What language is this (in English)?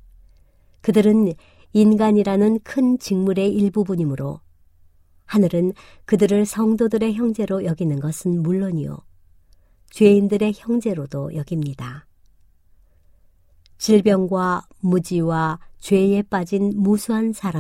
Korean